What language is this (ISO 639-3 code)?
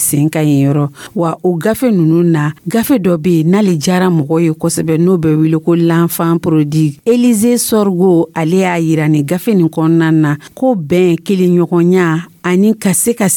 dyu